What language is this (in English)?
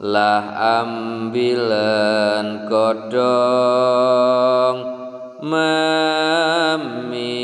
Javanese